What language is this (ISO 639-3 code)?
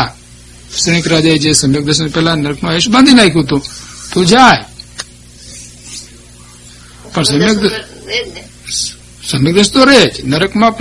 guj